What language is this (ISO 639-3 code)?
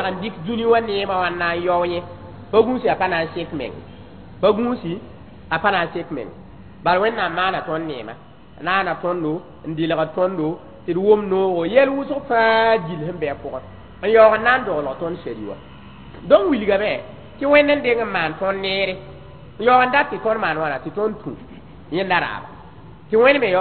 mos